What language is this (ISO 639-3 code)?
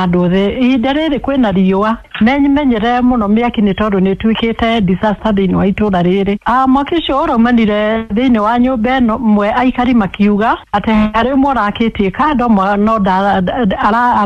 kik